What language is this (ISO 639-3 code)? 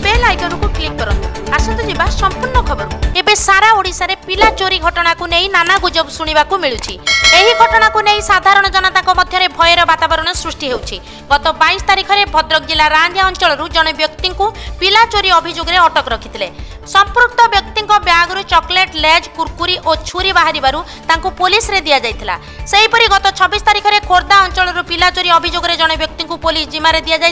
ori